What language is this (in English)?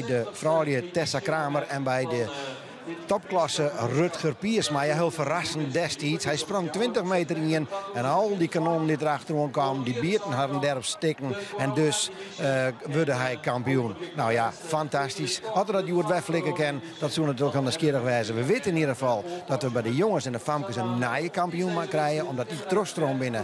Western Frisian